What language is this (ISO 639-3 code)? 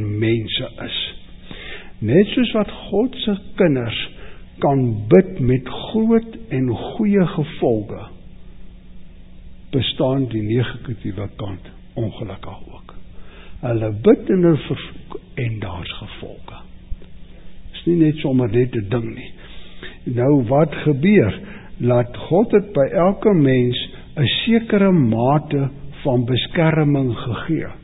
afr